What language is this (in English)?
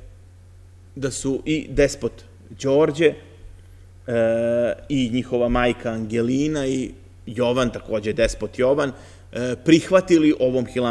Serbian